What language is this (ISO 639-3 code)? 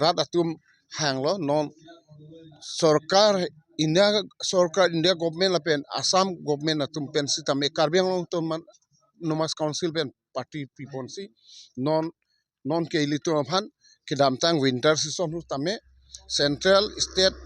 mjw